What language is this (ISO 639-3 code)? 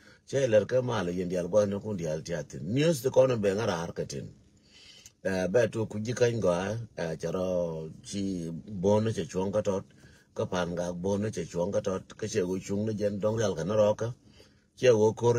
nus